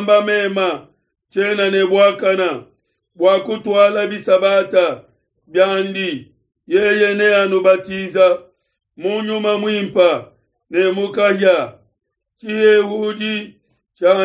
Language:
Luba-Lulua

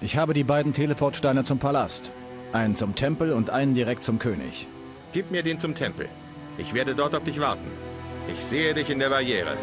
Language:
Bavarian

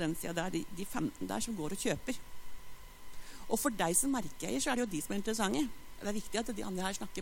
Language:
Norwegian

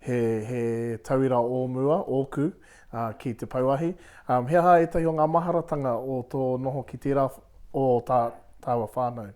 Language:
Māori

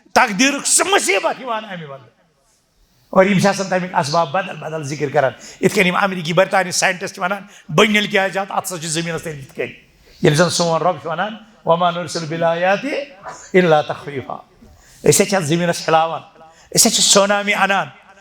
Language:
Kashmiri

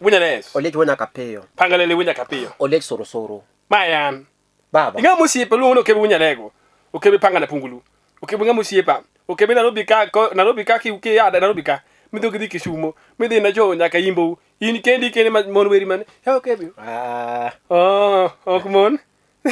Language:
Luo (Kenya and Tanzania)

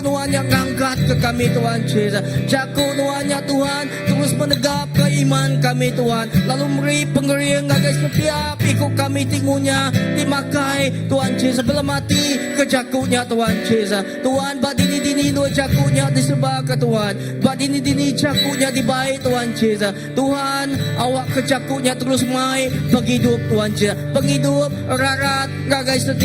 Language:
Iban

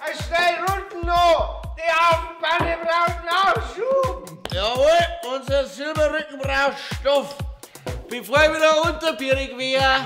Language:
Bavarian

